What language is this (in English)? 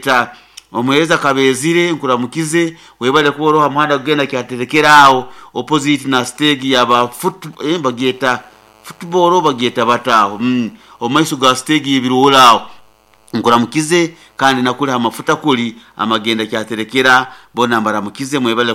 Nyoro